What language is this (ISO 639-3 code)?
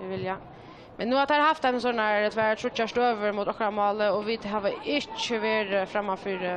fao